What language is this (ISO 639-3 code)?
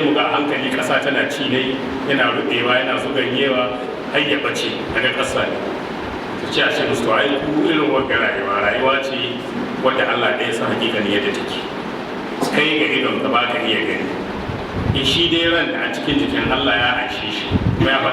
hau